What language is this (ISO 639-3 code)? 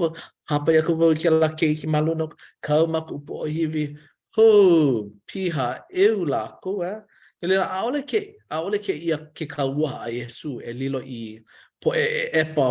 haw